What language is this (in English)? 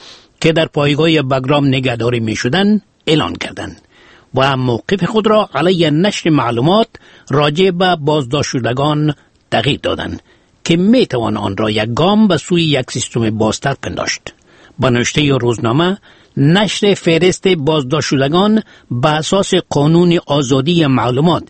Persian